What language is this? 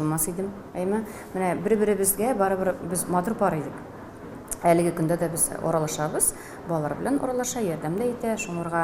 Tatar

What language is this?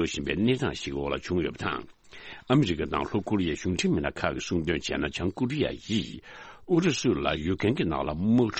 Tibetan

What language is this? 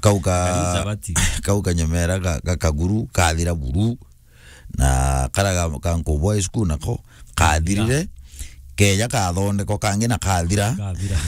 Meru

